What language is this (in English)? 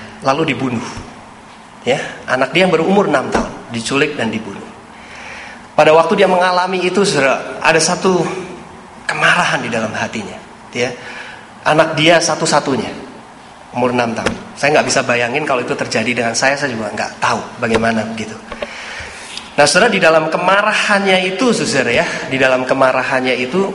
Indonesian